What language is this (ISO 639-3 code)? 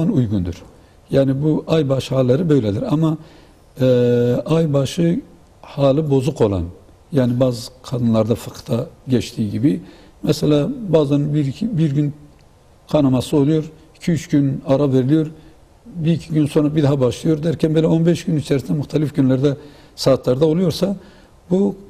tur